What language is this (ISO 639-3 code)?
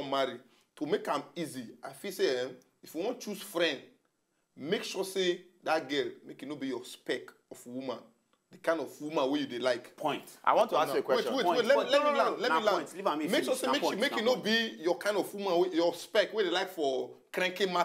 pcm